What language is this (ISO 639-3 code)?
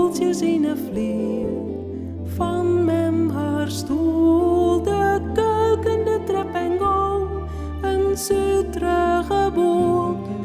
fry